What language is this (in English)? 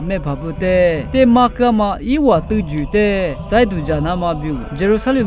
Lisu